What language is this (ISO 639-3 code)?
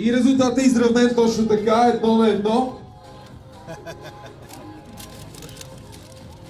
bul